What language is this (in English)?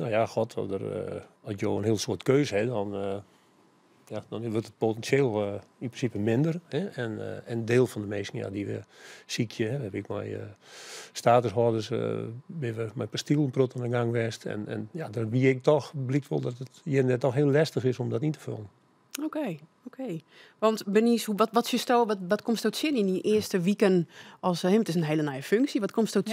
Western Frisian